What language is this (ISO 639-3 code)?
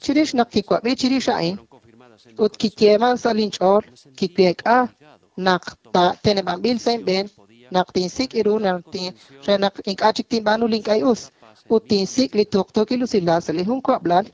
kek